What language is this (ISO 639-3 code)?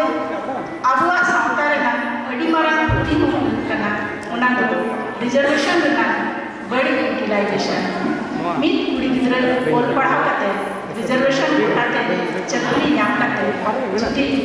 sat